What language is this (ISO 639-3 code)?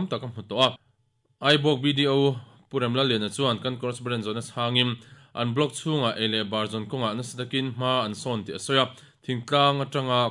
lus